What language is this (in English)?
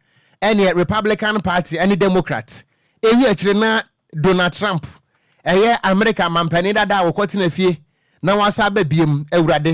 Akan